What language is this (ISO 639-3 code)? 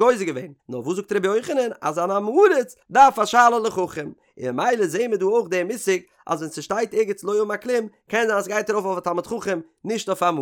yid